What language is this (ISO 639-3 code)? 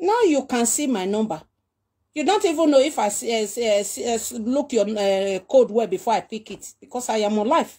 pcm